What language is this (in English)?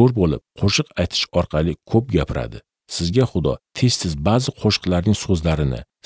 Uzbek